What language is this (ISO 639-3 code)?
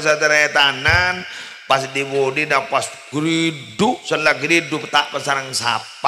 mad